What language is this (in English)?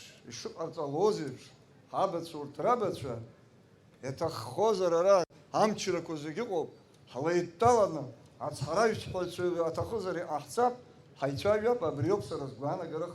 Abkhazian